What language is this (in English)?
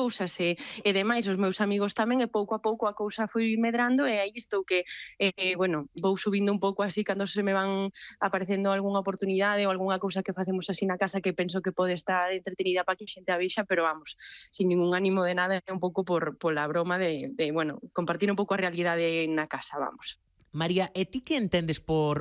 Galician